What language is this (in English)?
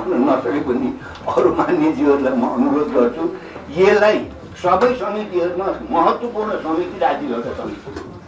Nepali